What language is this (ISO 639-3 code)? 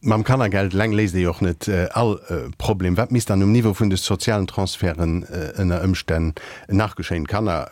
ltz